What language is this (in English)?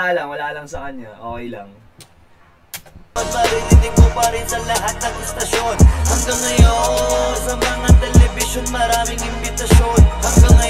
Filipino